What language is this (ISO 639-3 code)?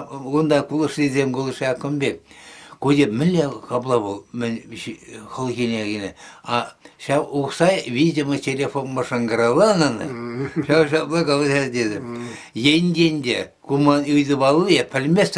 chv